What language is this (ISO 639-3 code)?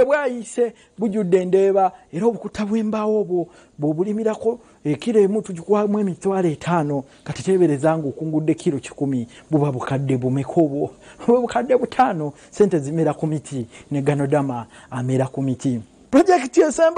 lug